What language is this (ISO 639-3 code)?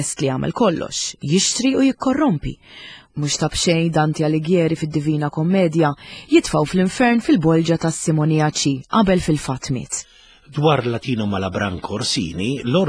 mlt